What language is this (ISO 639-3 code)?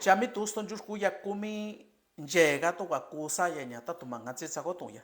mix